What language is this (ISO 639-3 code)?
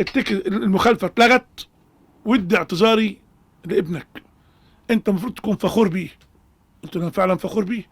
arz